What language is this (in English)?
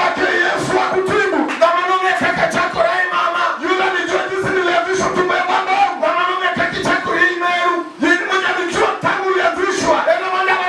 Luo (Kenya and Tanzania)